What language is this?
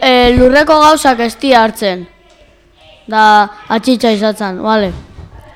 Basque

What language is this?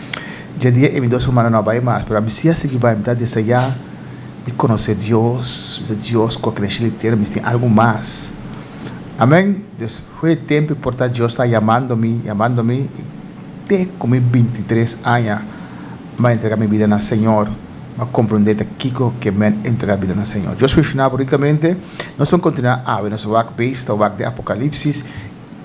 Papiamento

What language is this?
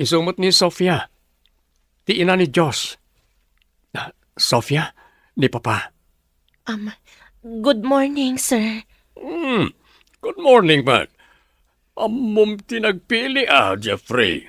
Iloko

